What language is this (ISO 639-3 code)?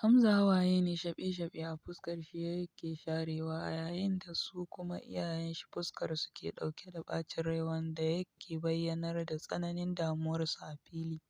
hau